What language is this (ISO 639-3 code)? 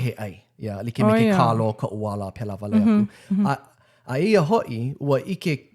haw